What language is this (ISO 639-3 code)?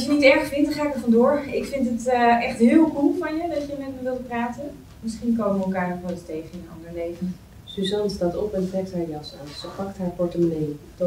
nld